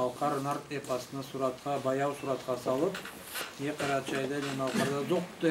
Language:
Karachay-Balkar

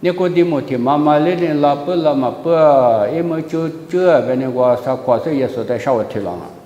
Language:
Lisu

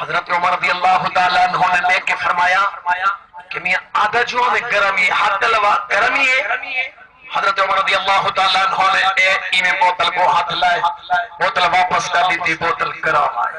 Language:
Saraiki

